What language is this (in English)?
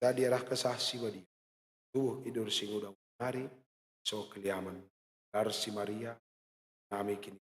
Batak Karo